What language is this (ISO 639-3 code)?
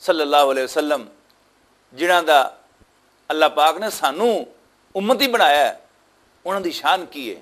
lah